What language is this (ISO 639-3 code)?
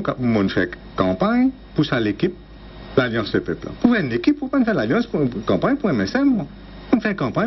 mfe